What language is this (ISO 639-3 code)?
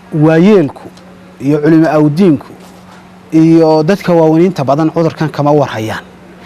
som